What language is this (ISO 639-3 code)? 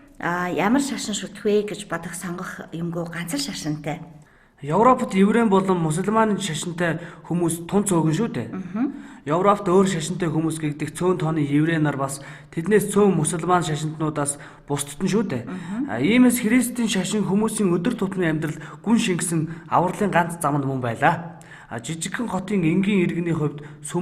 mon